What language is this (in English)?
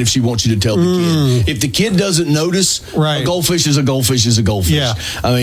English